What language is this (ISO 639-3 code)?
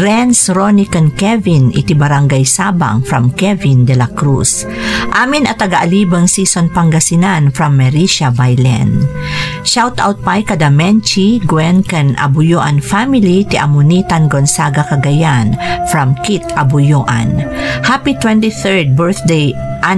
ilo